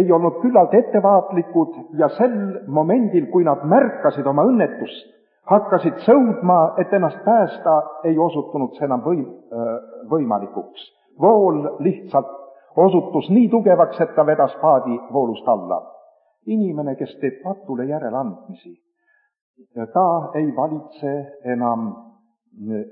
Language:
Estonian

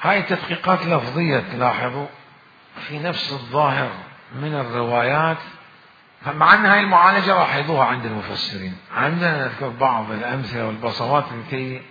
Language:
Mesopotamian Arabic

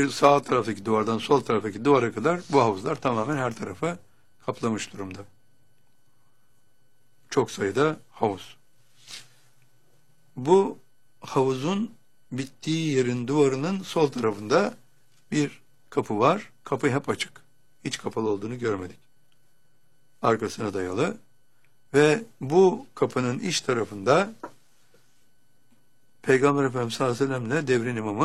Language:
Turkish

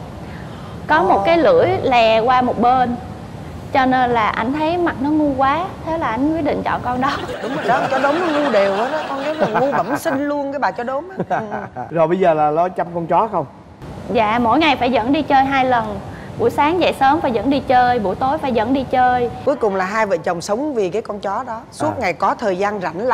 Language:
Vietnamese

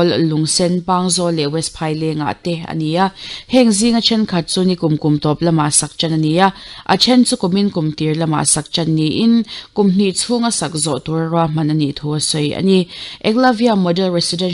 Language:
Mizo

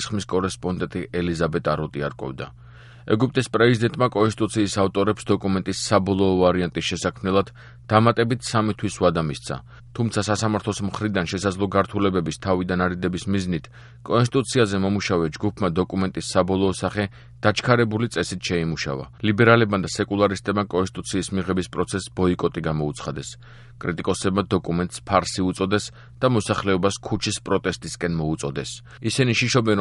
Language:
Georgian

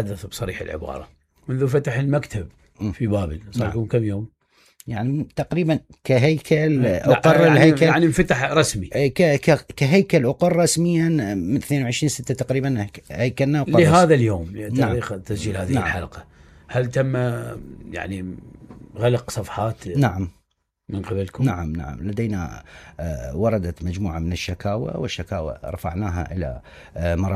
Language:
Mesopotamian Arabic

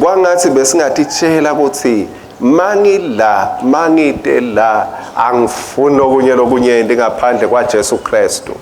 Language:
Swati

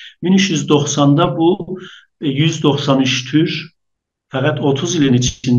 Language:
South Azerbaijani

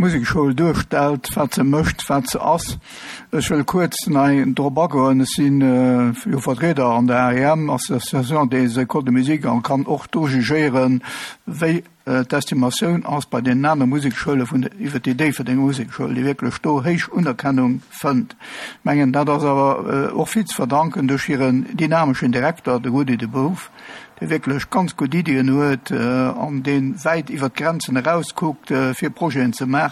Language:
Luxembourgish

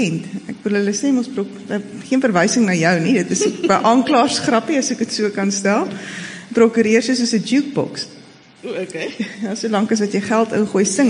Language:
Afrikaans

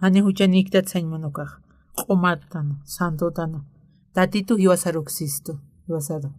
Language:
Aymara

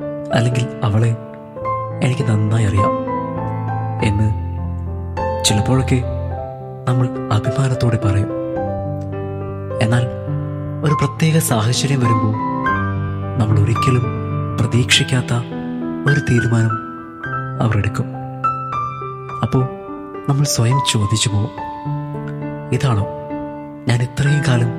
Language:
Malayalam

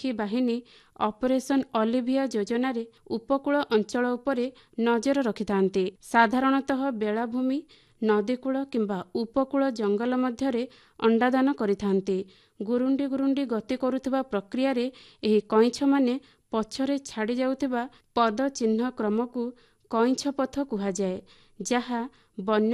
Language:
Odia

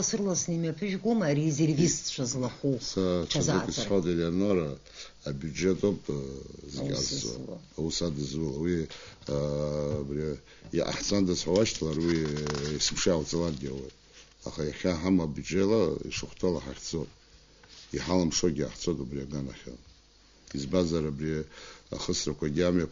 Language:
Abkhazian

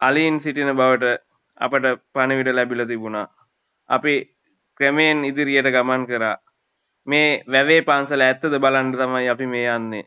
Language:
Sinhala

